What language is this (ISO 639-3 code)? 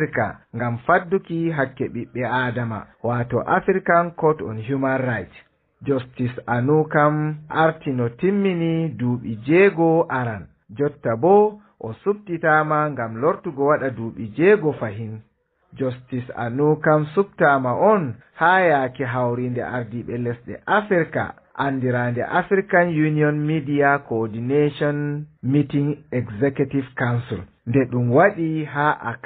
ful